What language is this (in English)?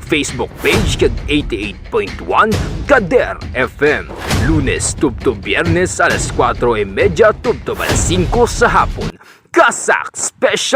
Hiligaynon